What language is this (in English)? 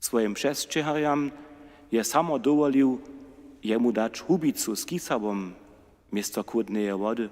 Upper Sorbian